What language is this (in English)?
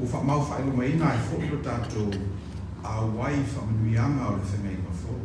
Samoan